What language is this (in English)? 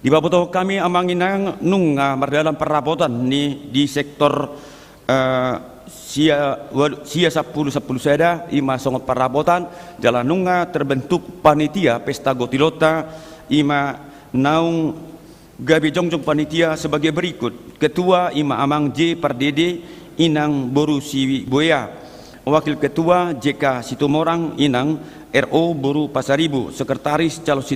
Batak Toba